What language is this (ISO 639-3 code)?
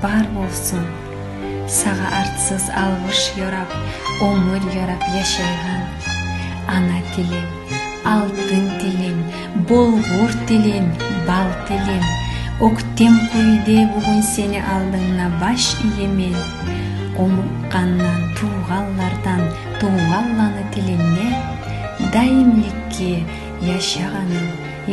kum